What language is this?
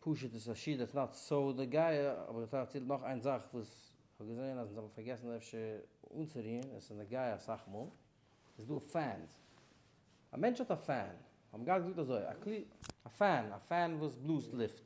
Yiddish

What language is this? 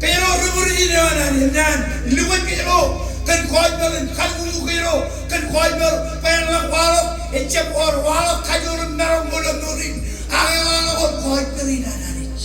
Marshallese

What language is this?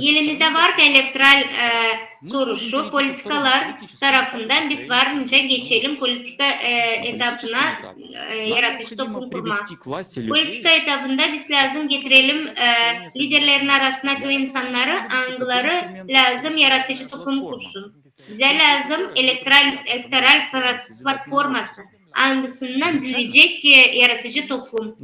Gagauz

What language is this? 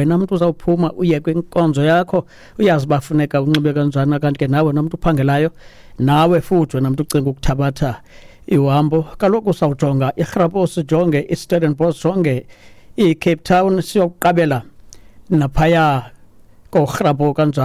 Xhosa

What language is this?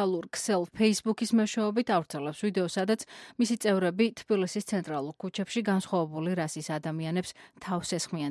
Georgian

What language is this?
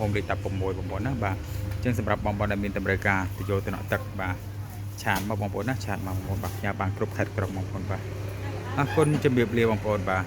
Khmer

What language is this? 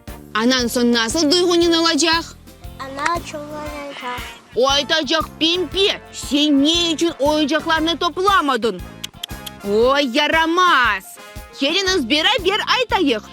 Crimean Tatar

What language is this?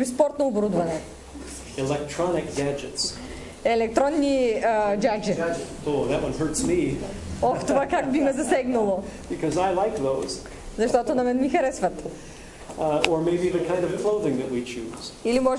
Bulgarian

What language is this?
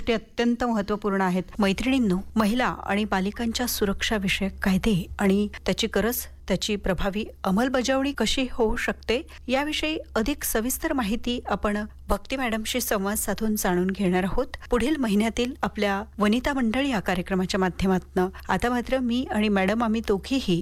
Marathi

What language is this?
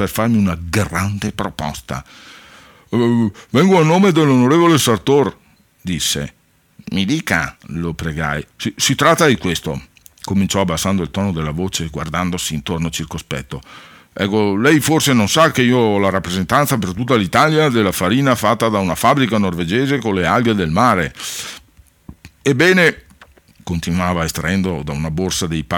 Italian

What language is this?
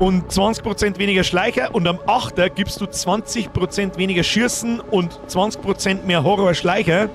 Bavarian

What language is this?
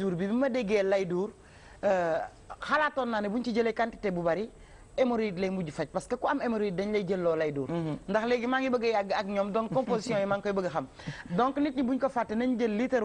Wolof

